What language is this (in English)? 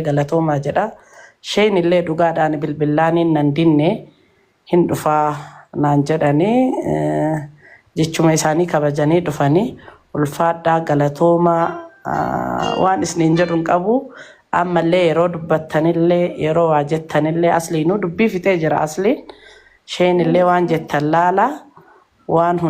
Oromo